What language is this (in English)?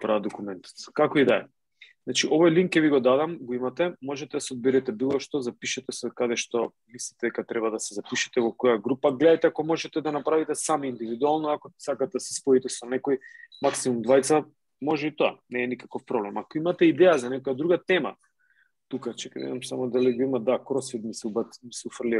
Macedonian